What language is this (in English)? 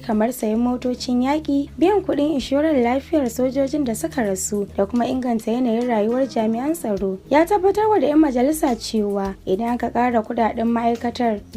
Hausa